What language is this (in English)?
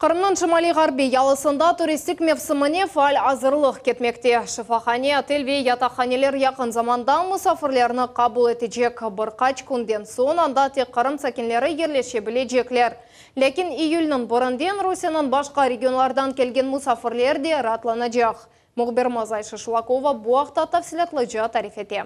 Crimean Tatar